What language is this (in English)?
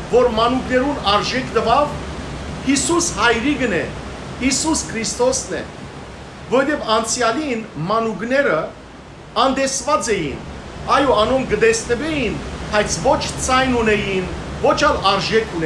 Western Armenian